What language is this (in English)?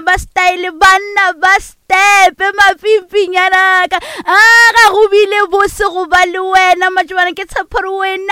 Northern Sotho